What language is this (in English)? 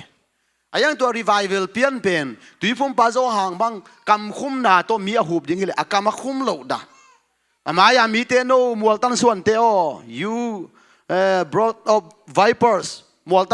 Tedim Chin